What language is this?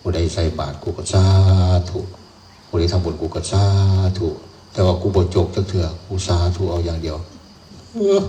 Northeastern Thai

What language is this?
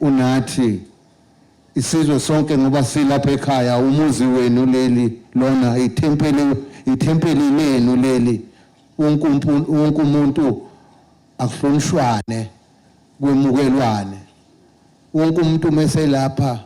Zulu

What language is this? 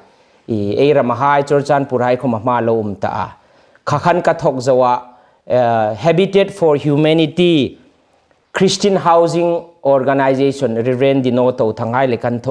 Hmar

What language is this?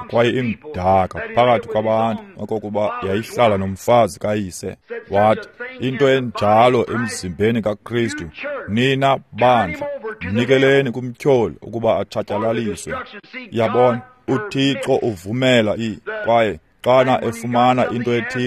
Xhosa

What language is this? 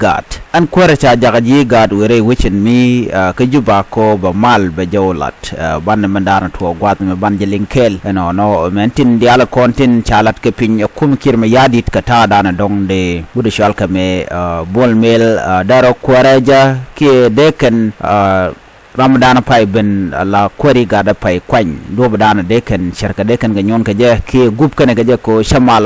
Nuer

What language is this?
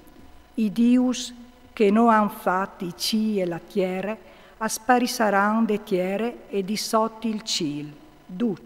Friulian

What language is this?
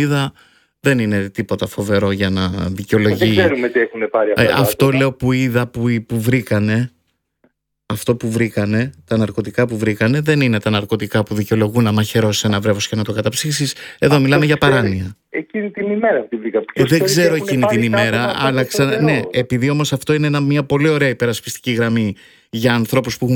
Greek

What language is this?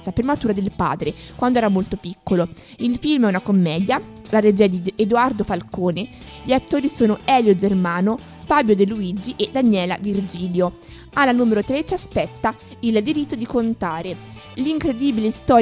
Italian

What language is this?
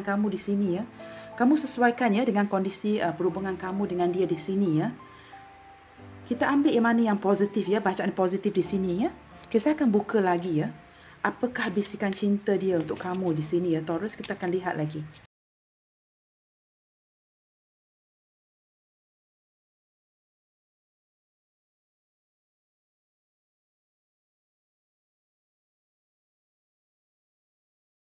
Malay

